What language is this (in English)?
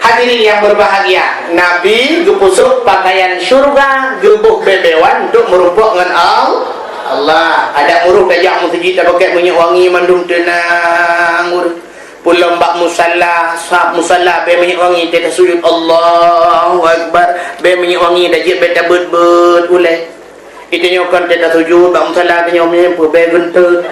Achinese